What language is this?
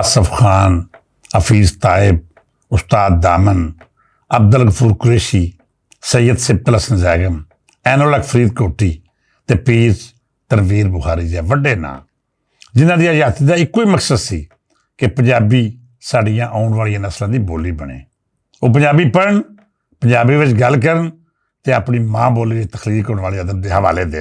Western Panjabi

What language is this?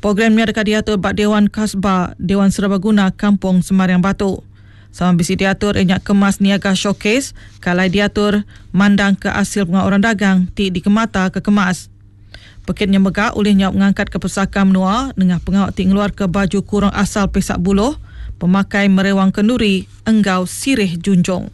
Iban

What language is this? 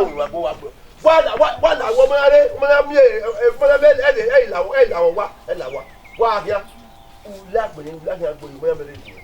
Bini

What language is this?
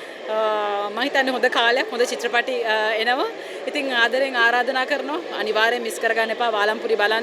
Sinhala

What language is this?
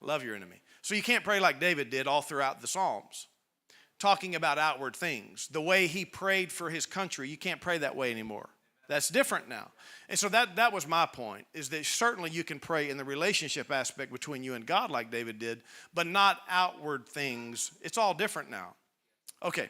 English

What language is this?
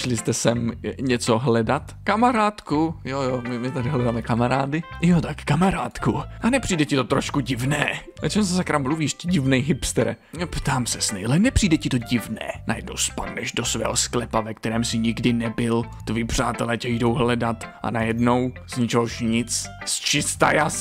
Czech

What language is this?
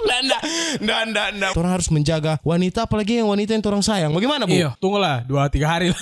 Manado Malay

